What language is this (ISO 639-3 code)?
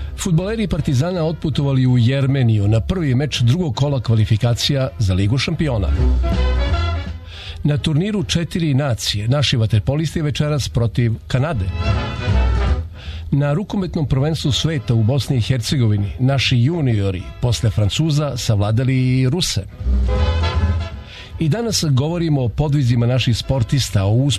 srp